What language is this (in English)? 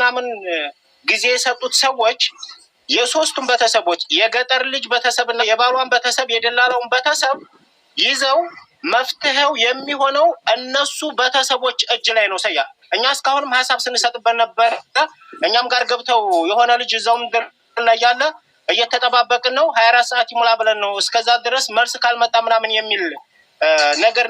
Amharic